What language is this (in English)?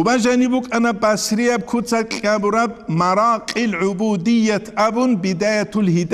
Avaric